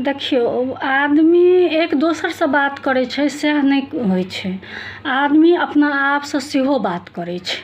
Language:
Maithili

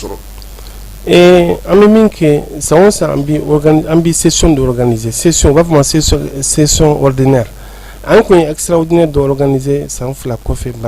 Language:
Bambara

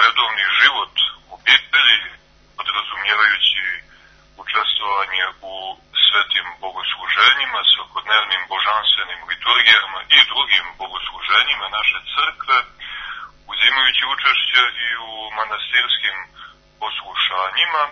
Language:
Serbian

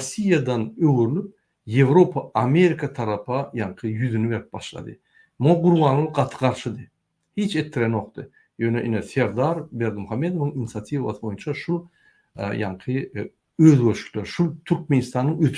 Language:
Turkmen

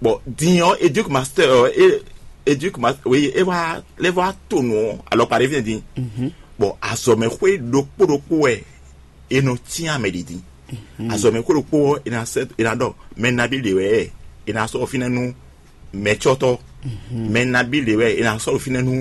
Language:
Fon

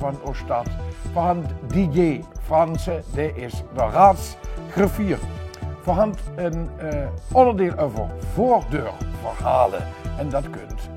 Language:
Limburgish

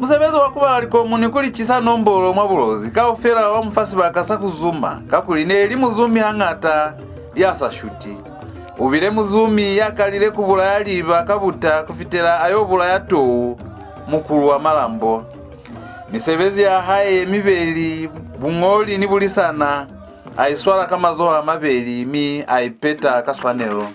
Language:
Lozi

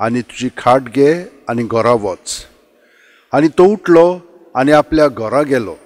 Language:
Konkani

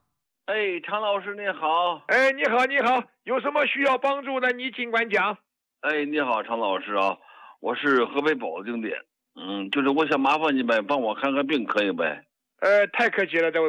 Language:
Chinese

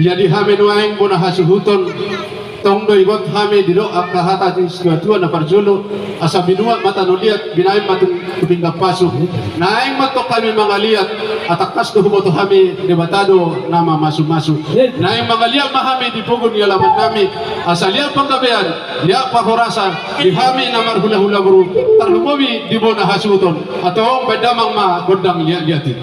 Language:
Batak Toba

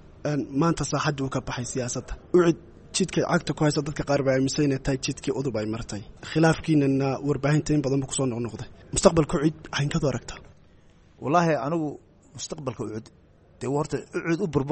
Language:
Somali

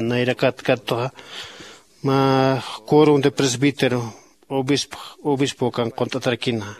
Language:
Aymara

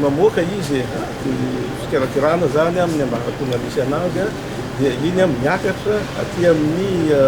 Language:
Malagasy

